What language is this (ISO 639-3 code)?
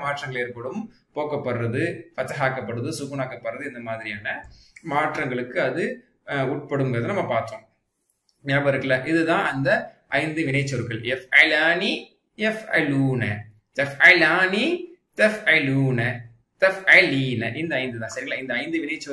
tam